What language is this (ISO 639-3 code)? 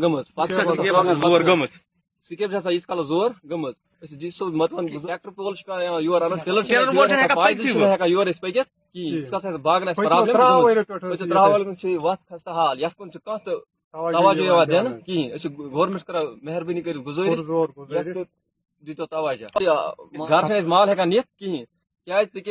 kas